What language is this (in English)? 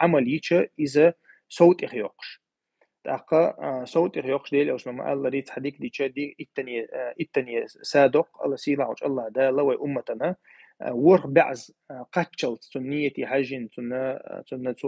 Chechen